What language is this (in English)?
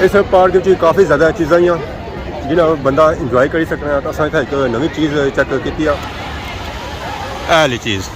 Pahari-Potwari